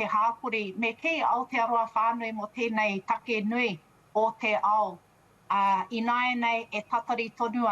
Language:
Māori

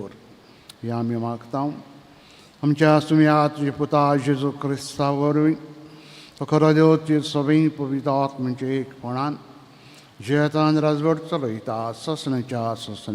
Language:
Konkani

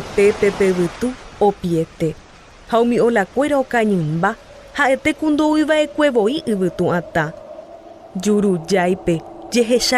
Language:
Guarani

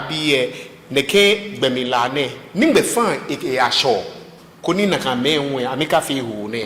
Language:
Ga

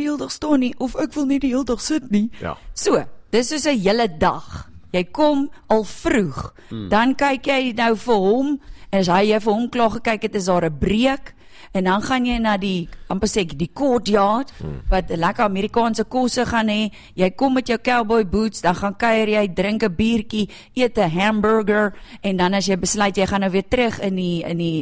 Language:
Afrikaans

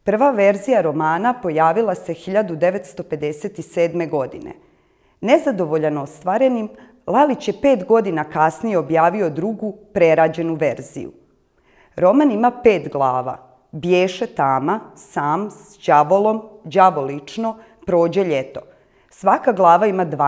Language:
Serbian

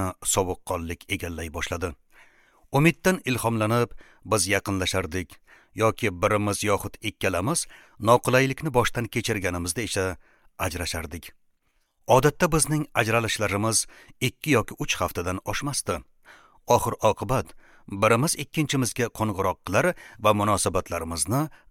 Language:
Uzbek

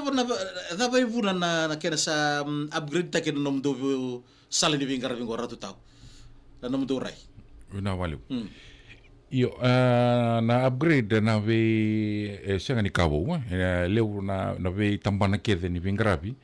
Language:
Fijian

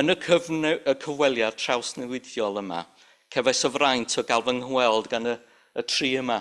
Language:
Welsh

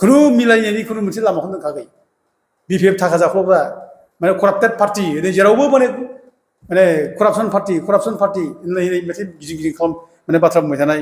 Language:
Bodo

